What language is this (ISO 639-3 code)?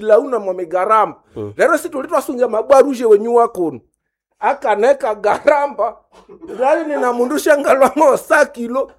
nnb